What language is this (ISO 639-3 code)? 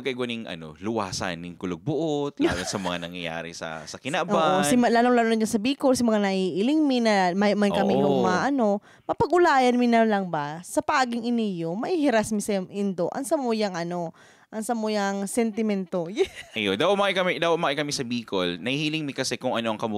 bik